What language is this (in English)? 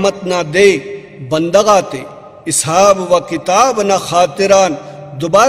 Brahui